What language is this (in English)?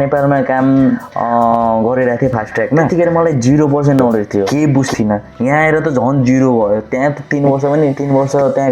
Nepali